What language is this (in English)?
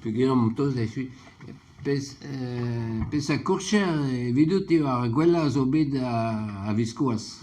Breton